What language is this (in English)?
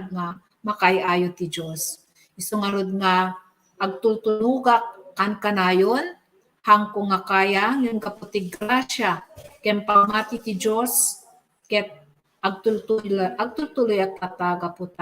Iloko